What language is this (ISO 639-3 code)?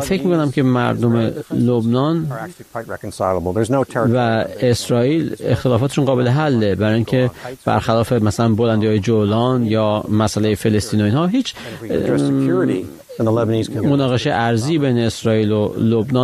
fas